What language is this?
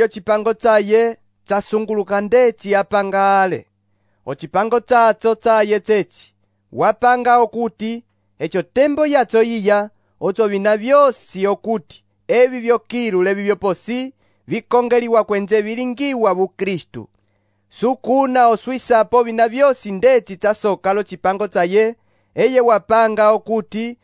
Umbundu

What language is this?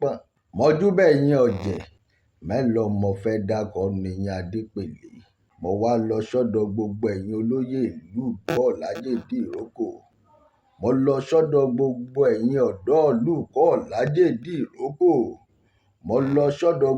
Yoruba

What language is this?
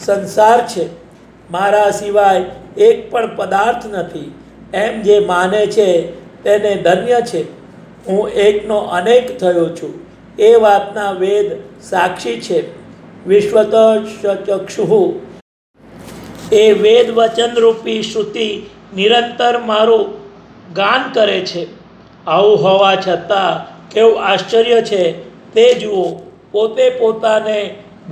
Gujarati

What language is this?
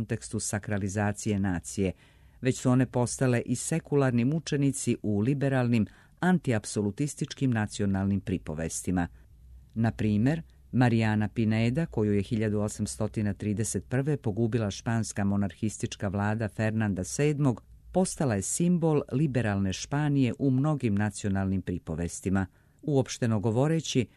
Serbian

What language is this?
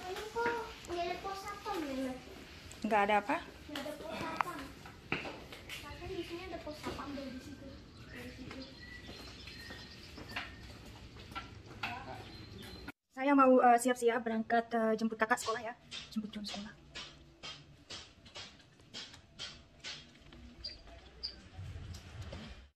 Indonesian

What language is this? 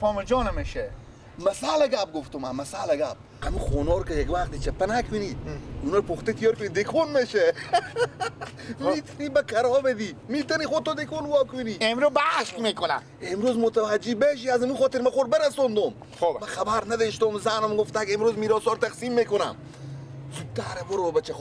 Persian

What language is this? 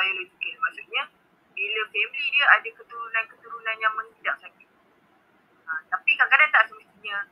Malay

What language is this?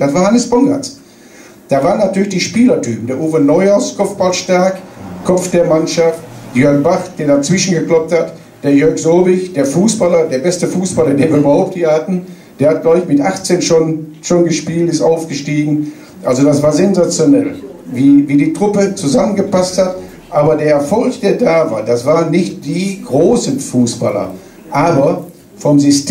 German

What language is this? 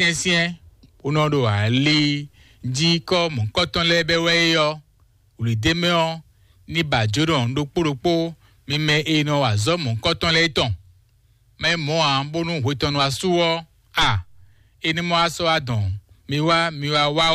Fon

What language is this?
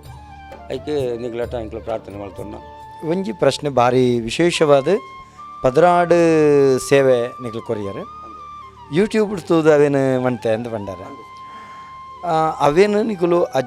Tulu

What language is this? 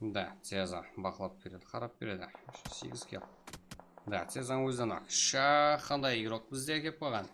Kara-Kalpak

